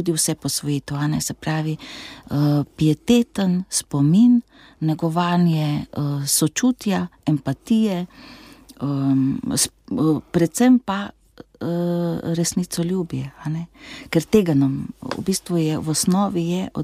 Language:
Slovenian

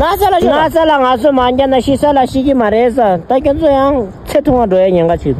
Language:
Tibetan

